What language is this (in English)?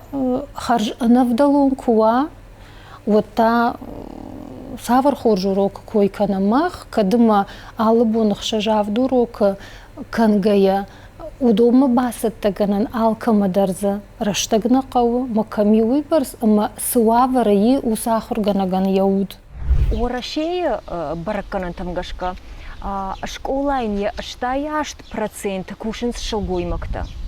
Ossetic